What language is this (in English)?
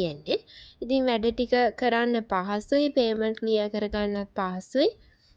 Sinhala